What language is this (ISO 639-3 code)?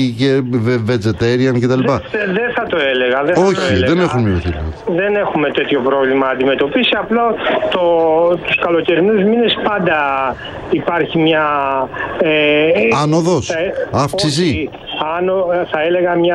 ell